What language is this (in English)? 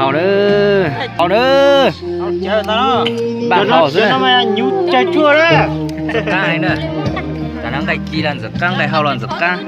Hmong